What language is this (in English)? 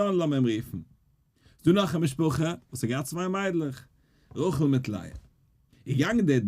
Yiddish